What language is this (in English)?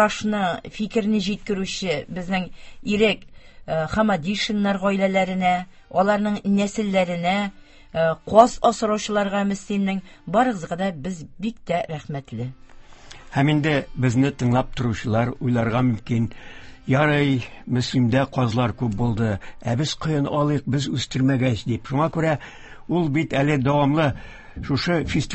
Tatar